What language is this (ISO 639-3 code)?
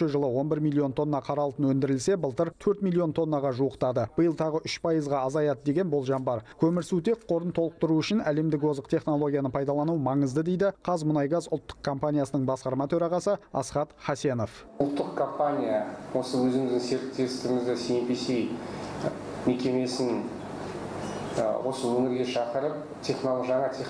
kaz